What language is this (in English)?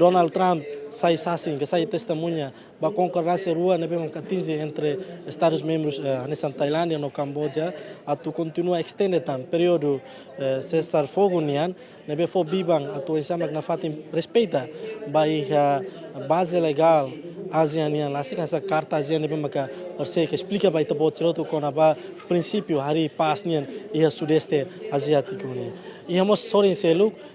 Tetum